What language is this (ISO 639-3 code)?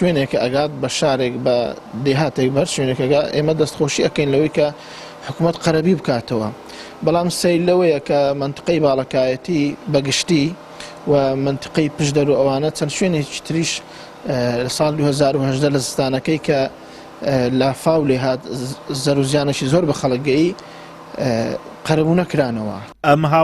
ckb